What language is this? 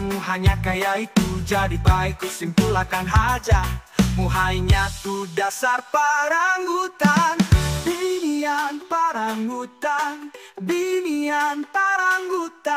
Banjar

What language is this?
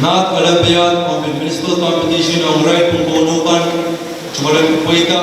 Pohnpeian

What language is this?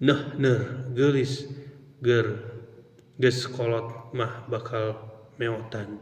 Sundanese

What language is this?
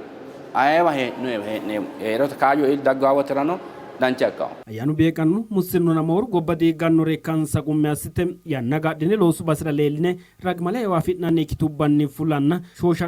Sidamo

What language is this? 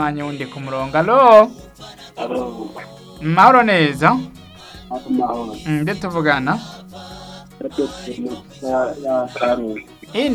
Rundi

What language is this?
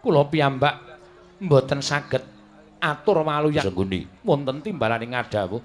Javanese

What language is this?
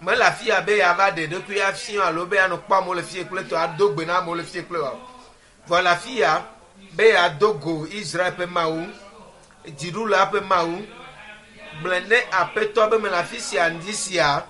Ewe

